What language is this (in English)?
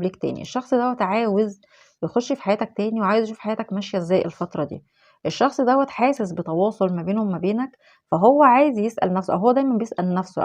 Egyptian Arabic